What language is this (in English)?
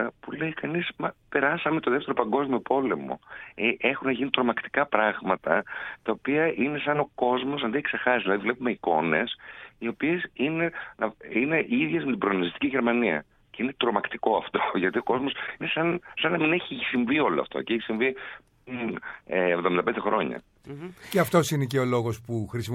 Greek